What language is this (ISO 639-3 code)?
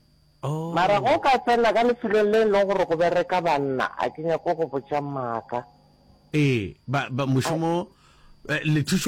nso